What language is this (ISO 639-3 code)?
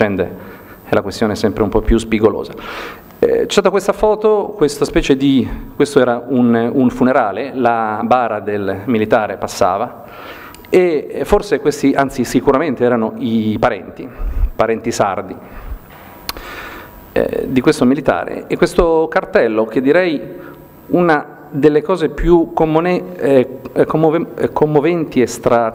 ita